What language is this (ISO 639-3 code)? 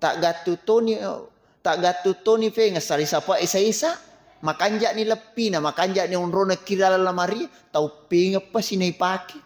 bug